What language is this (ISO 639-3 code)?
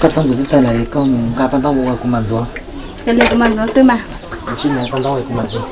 hmn